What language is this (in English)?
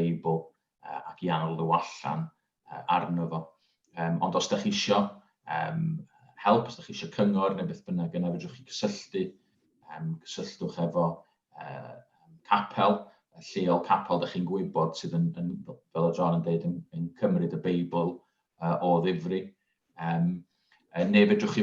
Welsh